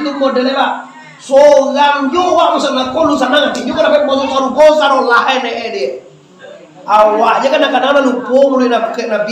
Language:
Minangkabau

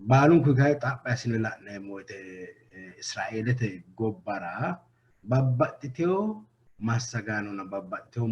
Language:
Sidamo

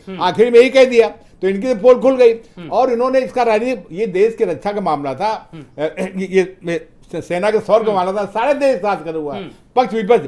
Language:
Hindi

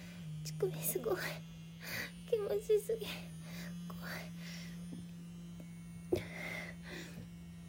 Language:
Japanese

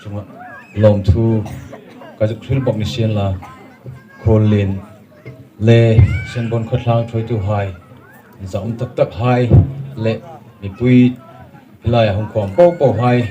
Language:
Hmar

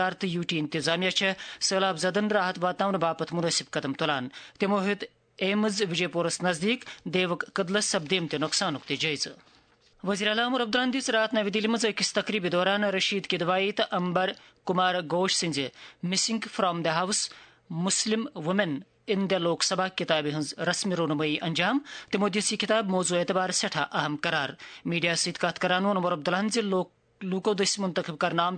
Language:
Kashmiri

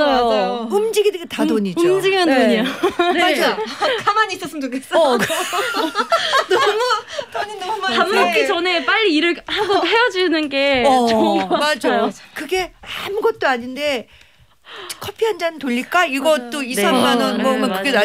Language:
Korean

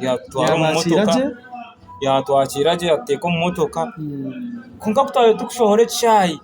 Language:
Nyankole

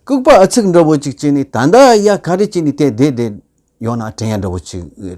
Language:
Tibetan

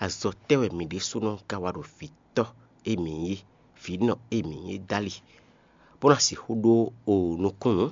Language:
Fon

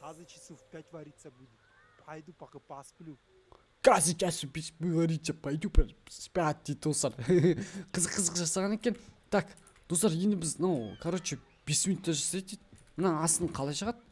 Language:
Kazakh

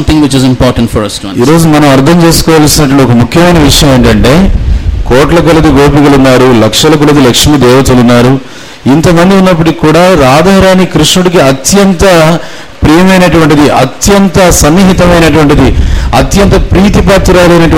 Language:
Telugu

